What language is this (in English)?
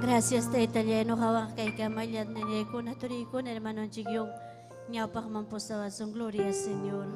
Ayacucho Quechua